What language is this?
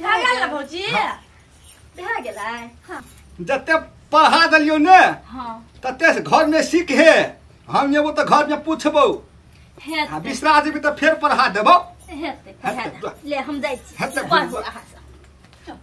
Maithili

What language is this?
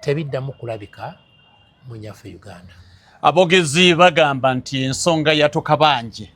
Ganda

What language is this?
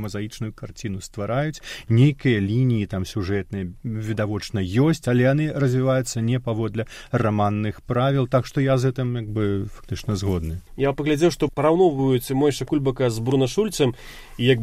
Belarusian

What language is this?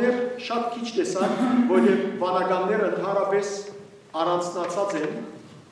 Western Armenian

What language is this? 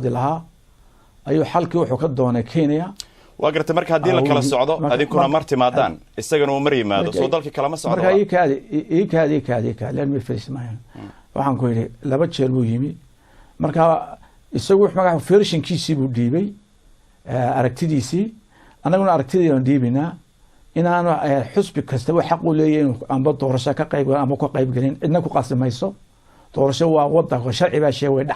Somali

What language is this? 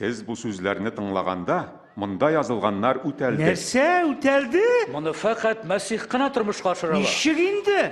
Tatar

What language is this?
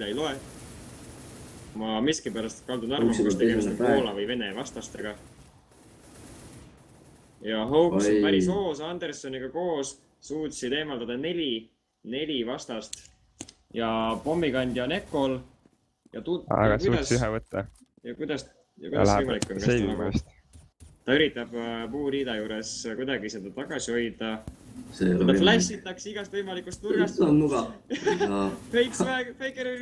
Estonian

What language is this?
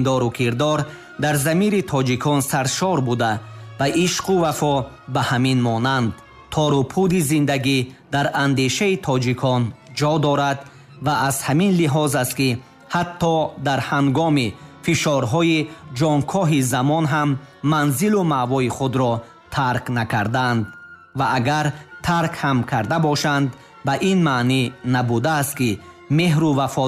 Tajik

